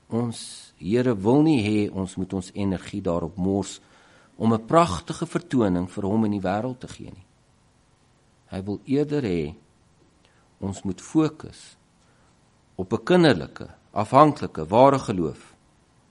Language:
Afrikaans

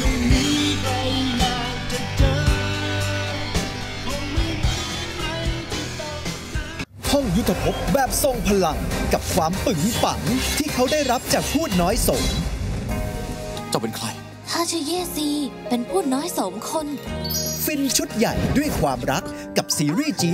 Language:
Thai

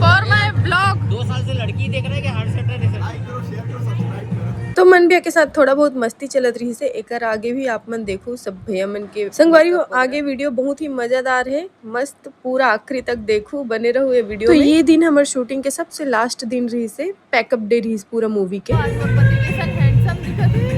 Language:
Chhattisgarhi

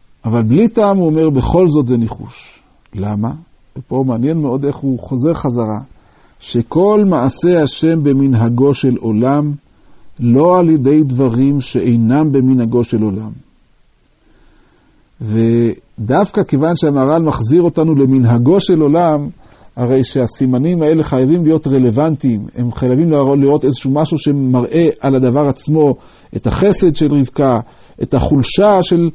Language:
Hebrew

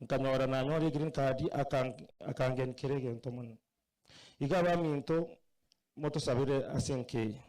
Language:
Gusii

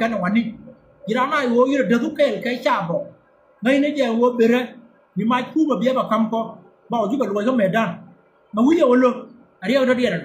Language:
Nuer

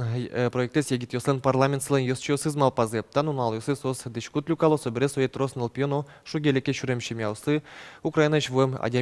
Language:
Udmurt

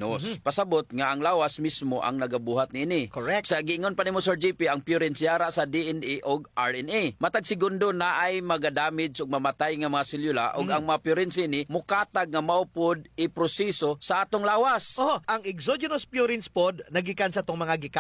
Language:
Cebuano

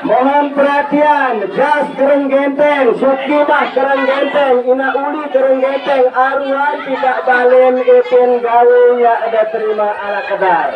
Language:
Sasak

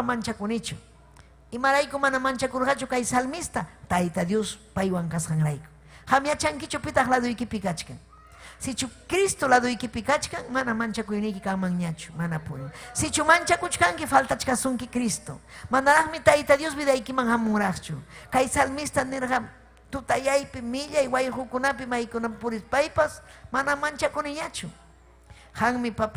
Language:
Ayacucho Quechua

